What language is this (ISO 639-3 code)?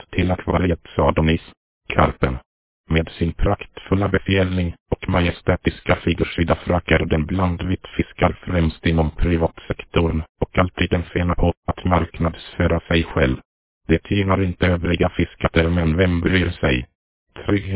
swe